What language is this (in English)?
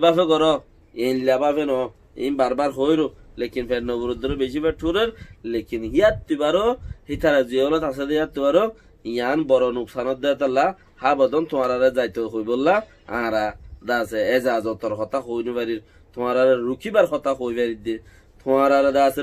Rohingya